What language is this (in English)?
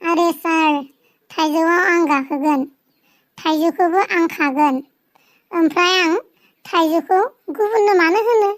Bodo